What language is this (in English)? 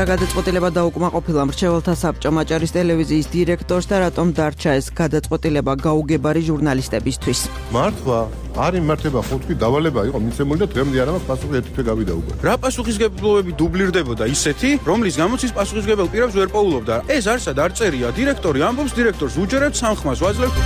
Georgian